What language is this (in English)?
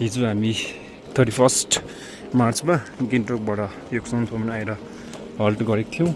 Nepali